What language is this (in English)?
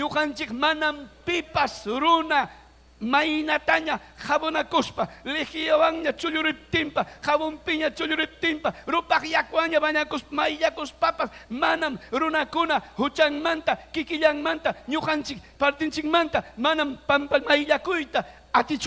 Ayacucho Quechua